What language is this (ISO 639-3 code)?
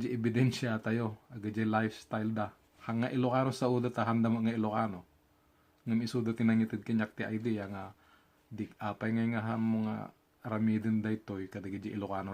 ilo